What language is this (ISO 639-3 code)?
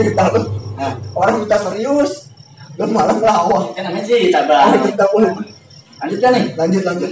bew